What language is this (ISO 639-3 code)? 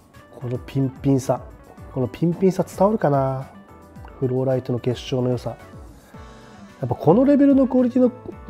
jpn